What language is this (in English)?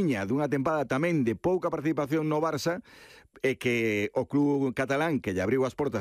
Galician